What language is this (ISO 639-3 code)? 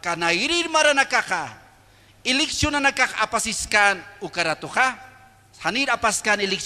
aym